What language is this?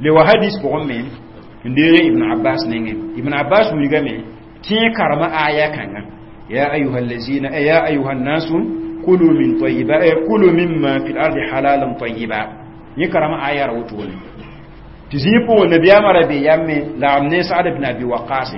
Mossi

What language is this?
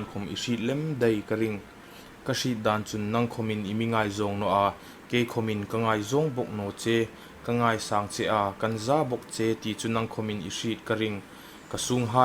Hmar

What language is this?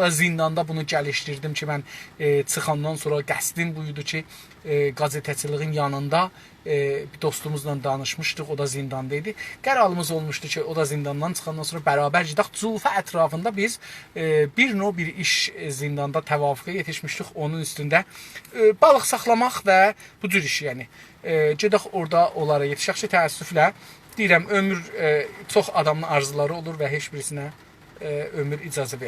South Azerbaijani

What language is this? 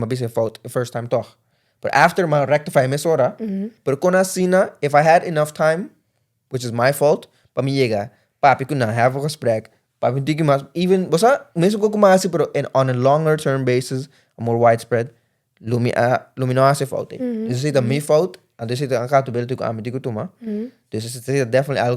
Papiamento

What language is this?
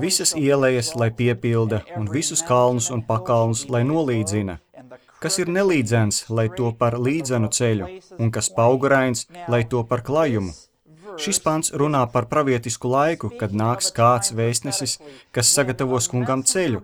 Latvian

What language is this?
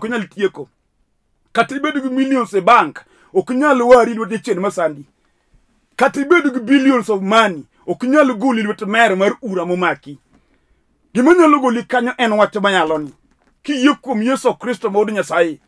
Luo (Kenya and Tanzania)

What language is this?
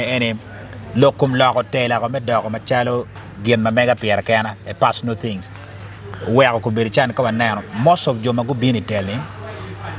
Acoli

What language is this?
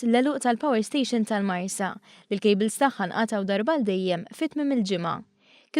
Maltese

